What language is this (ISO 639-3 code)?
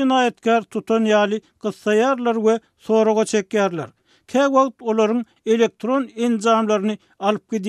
tuk